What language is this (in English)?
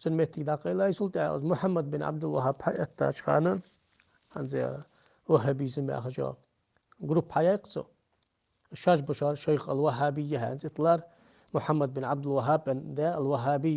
Ingush